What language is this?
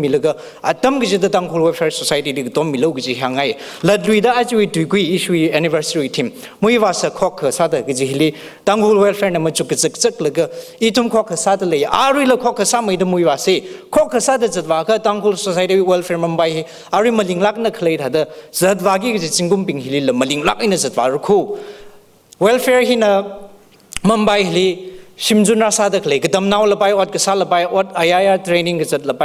Tangkhul Naga (India)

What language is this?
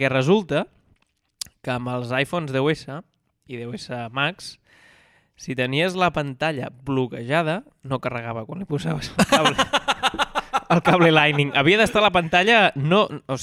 Catalan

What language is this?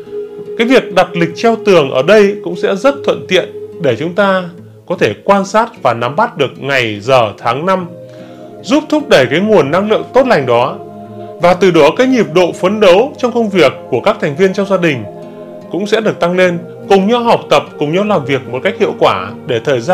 Vietnamese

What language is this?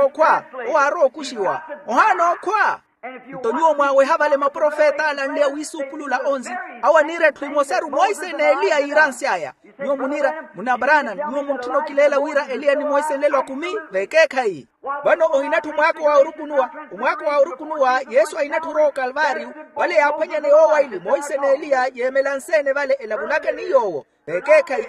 Makhuwa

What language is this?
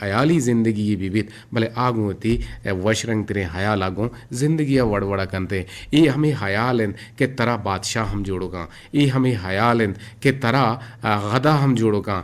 Eastern Balochi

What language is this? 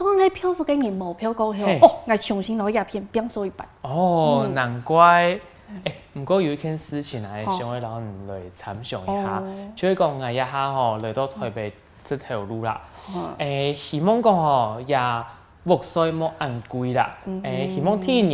Hakka Chinese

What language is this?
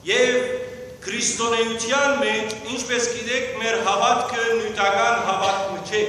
Western Armenian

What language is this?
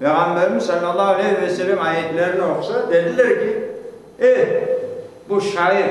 Crimean Tatar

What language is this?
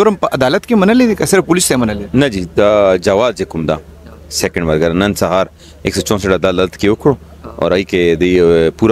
Pashto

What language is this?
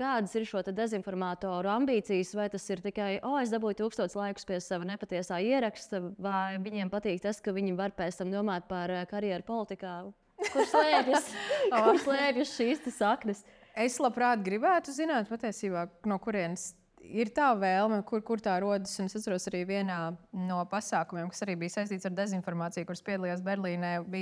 Latvian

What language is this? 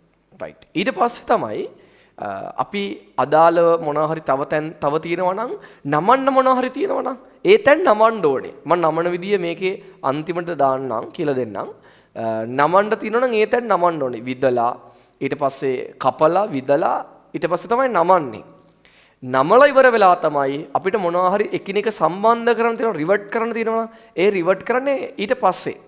Sinhala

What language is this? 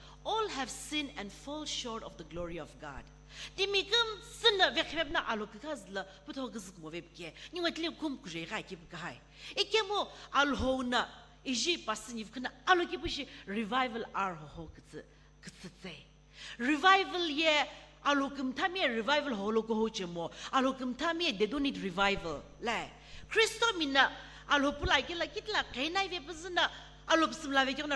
Sumi Naga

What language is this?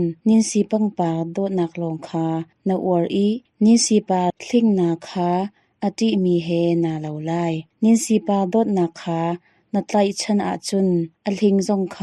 Hakha Chin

